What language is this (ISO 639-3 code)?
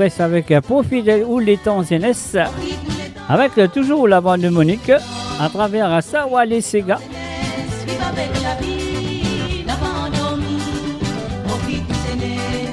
mfe